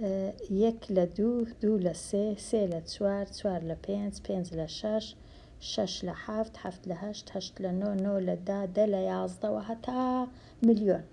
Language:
Central Kurdish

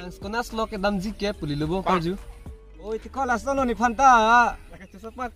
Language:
Karbi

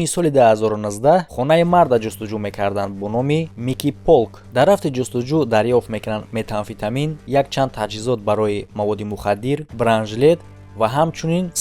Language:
Tajik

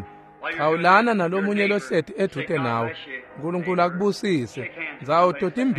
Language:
Swati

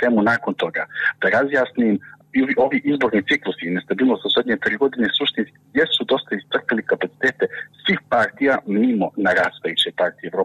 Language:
Serbian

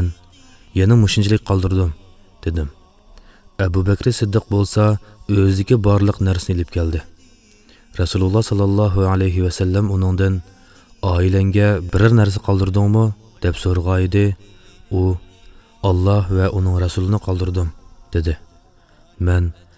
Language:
Uyghur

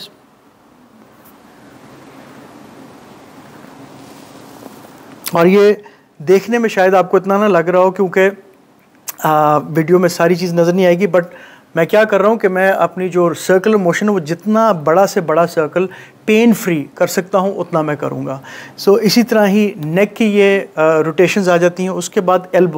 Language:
Hindi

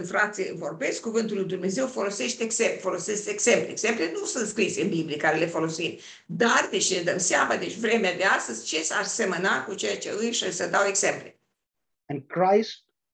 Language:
Romanian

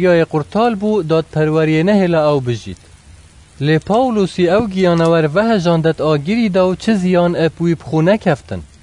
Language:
Kurdish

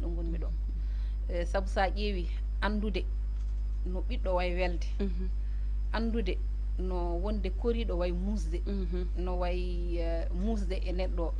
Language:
Fula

